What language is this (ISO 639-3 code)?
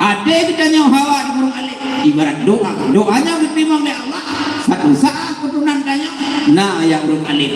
ace